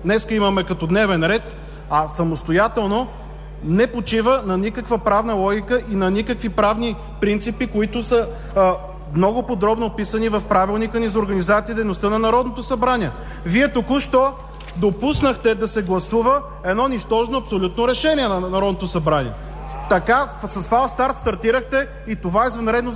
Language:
Bulgarian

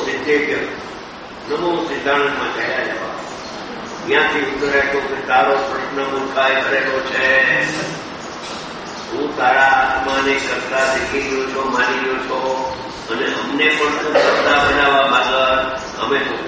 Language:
Gujarati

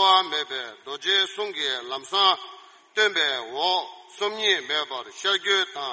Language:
Tibetan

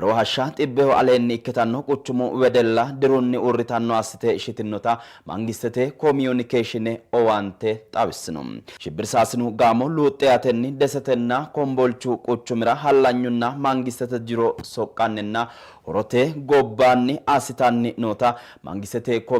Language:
Sidamo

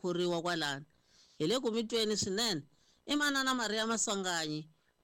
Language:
Tsonga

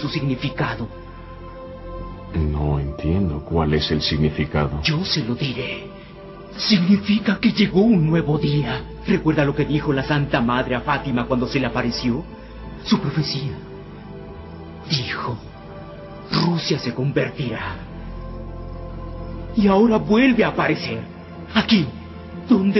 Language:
Spanish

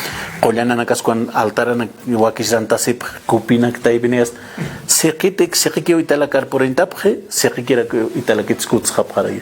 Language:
Aymara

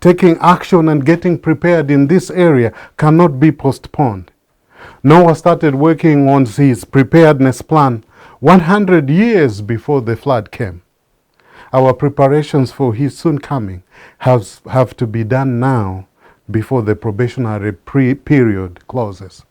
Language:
English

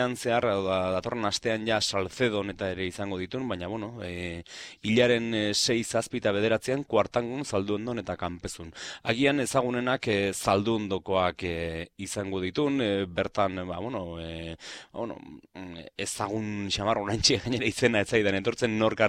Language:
Basque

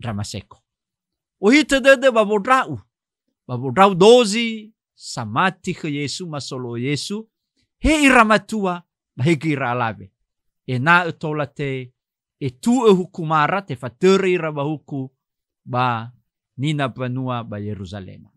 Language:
Nias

